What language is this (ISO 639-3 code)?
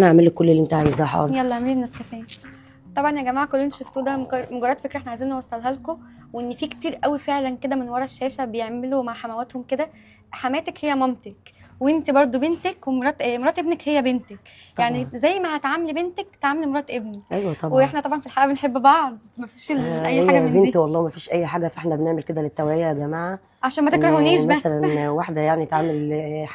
arz